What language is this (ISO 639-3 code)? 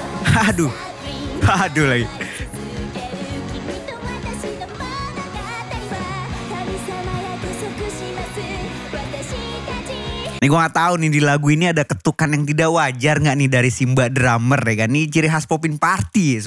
ind